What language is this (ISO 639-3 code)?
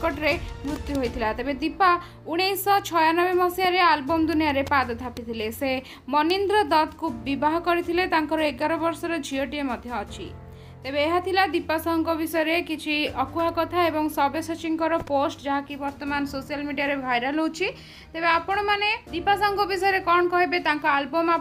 ori